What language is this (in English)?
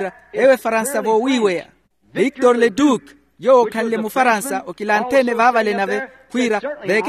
Makhuwa